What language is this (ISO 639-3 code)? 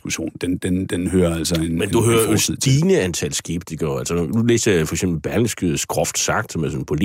dan